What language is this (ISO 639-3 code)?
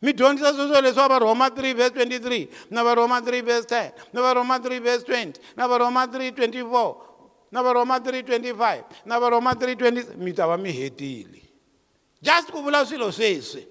tso